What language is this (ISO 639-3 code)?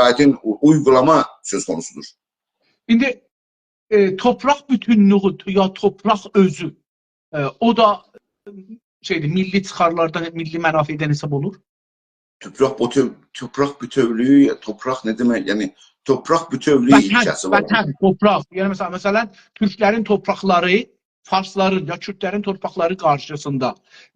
azb